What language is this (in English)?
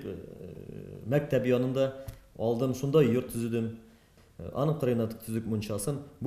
Tatar